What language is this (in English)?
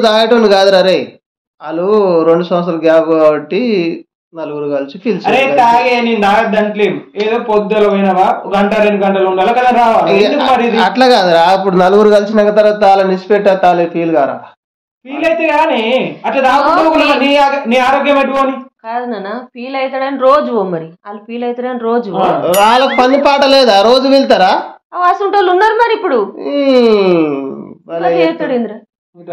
Telugu